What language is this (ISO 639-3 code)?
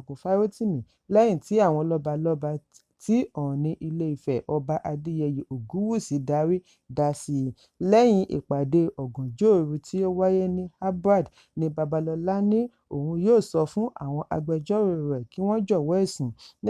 yor